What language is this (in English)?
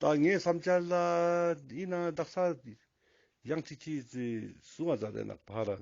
Ladakhi